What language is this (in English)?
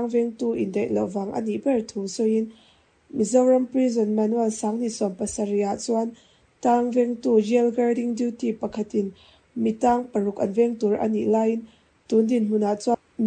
Mizo